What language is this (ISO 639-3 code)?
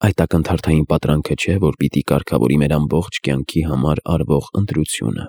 hye